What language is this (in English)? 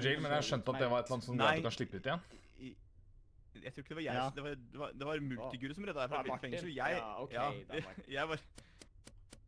Norwegian